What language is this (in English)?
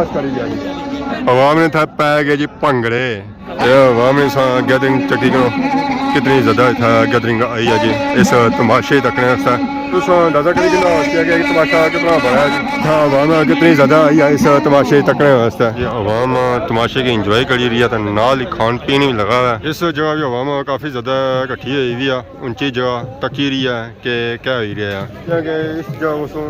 Pahari-Potwari